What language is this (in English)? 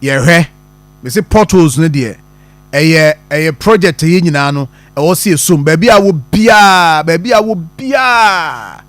Akan